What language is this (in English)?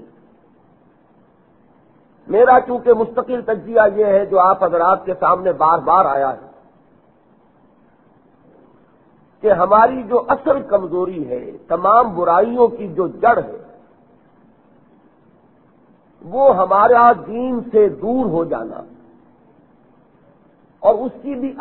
Urdu